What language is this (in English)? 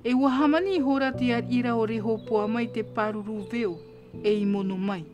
Tahitian